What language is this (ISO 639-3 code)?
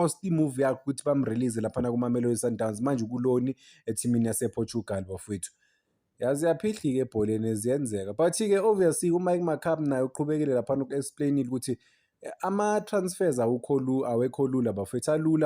zul